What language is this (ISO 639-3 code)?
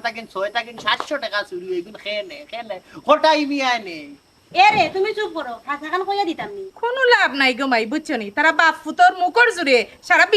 syl